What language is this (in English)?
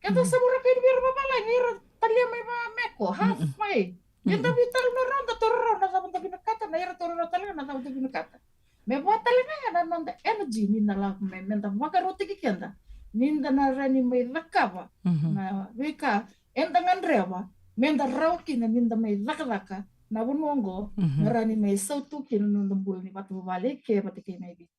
Fijian